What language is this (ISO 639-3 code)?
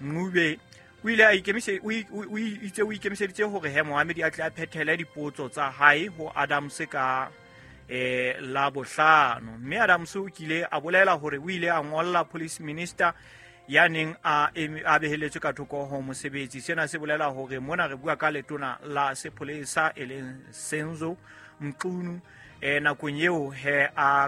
sot